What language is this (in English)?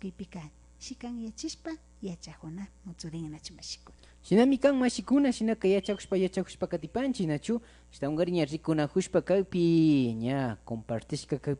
Imbabura Highland Quichua